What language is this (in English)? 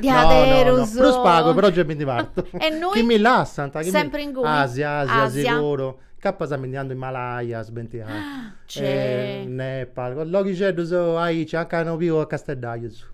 Sardinian